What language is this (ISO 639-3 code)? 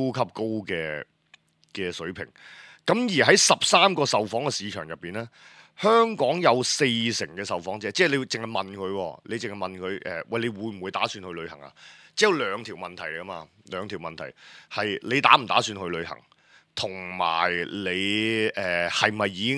yue